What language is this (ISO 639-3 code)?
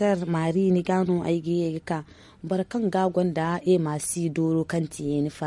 dje